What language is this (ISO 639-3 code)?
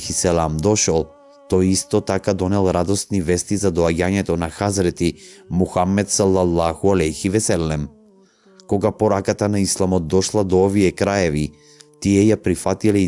mkd